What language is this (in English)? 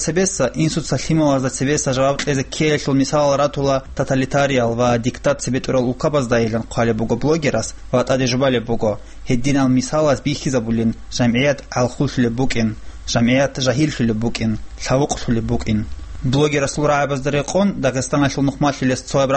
Avaric